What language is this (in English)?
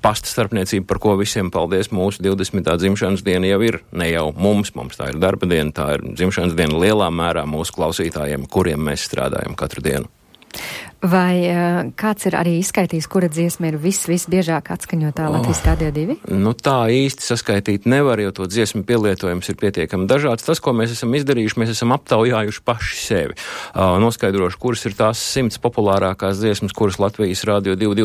Latvian